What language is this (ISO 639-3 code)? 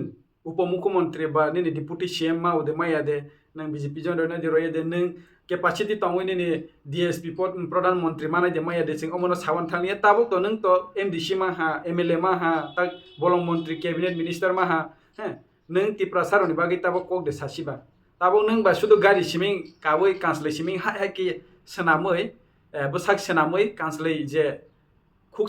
trp